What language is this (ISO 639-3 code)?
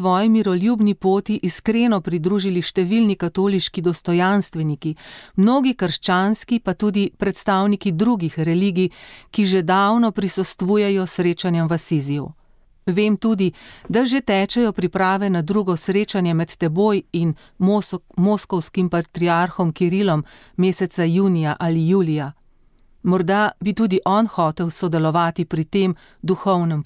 slv